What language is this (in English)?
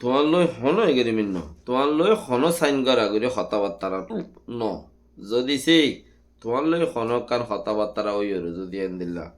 Rohingya